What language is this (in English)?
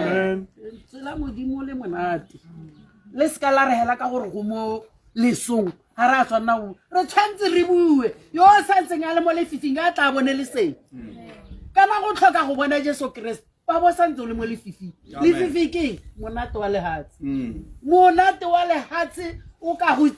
Tswana